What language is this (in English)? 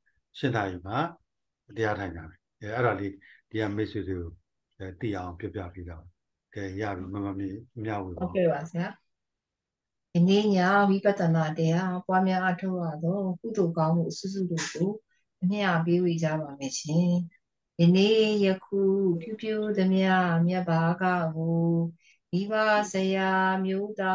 Burmese